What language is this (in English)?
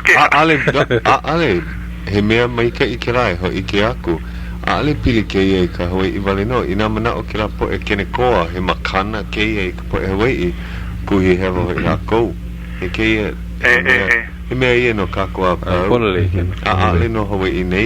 Hawaiian